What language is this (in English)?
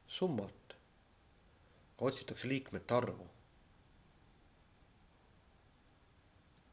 Estonian